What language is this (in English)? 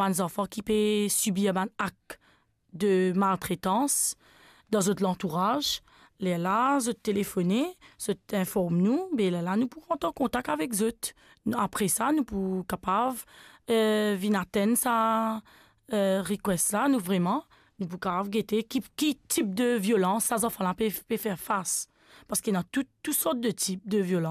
Morisyen